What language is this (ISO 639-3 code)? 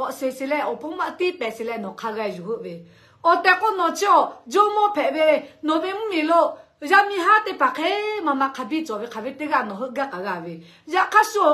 lhu